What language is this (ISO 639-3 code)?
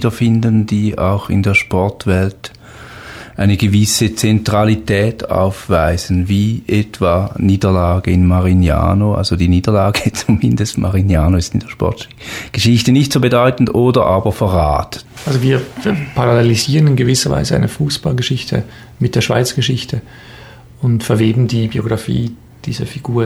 deu